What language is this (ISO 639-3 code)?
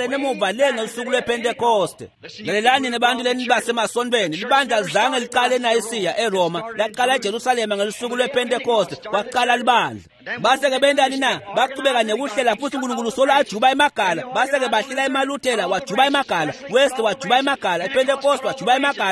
ssw